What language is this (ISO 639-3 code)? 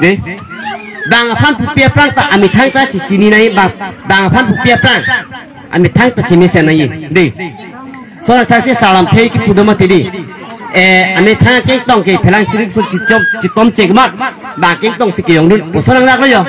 mjw